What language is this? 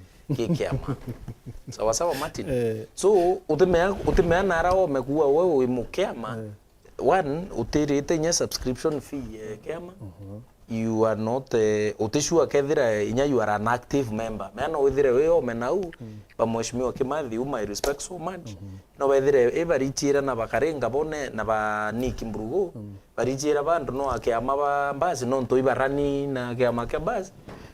Meru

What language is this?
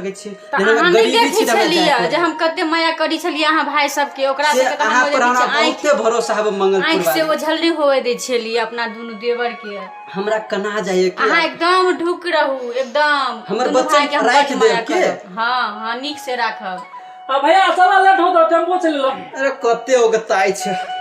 Maithili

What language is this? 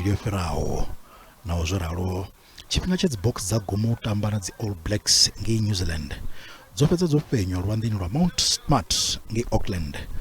Venda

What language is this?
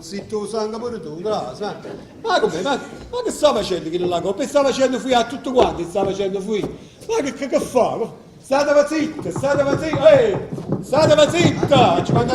Neapolitan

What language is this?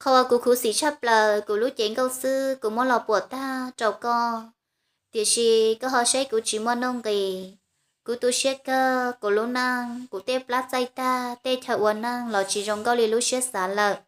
Hmong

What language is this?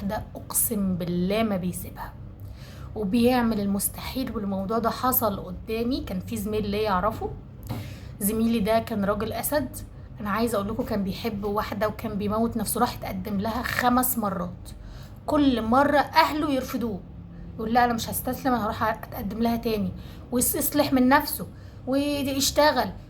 Egyptian Arabic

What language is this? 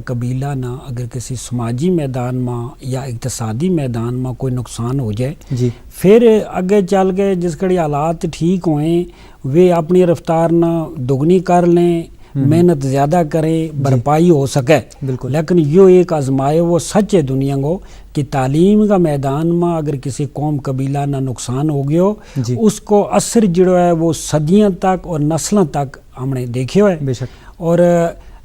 Gujari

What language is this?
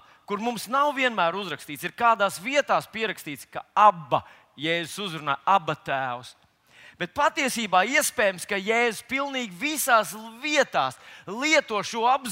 Latvian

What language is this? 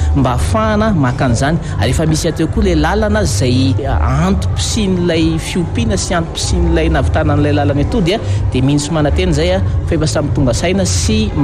Malagasy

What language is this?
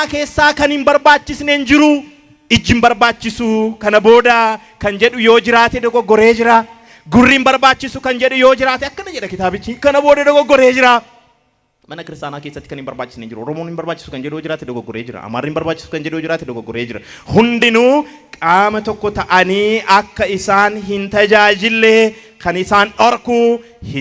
Oromo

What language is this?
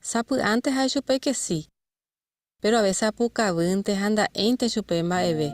Guarani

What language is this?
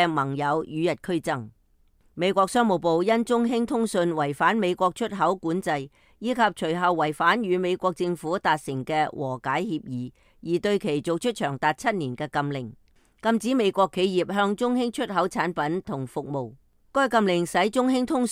Cantonese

